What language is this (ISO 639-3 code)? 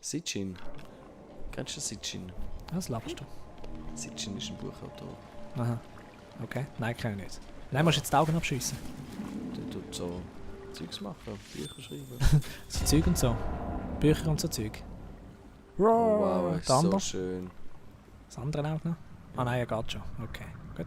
gsw